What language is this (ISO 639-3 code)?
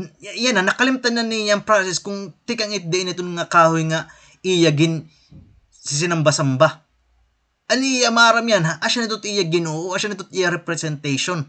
war